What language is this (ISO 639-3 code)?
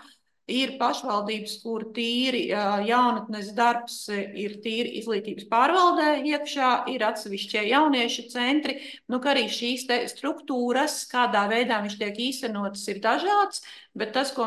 lav